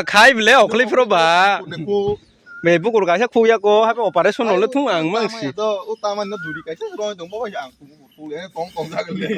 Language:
Kok Borok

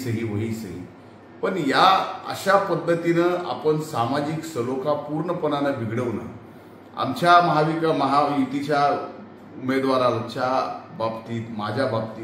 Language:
Marathi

